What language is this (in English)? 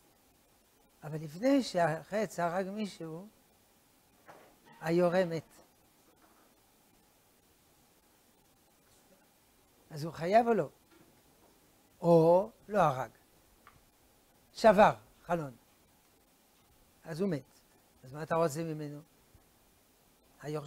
Hebrew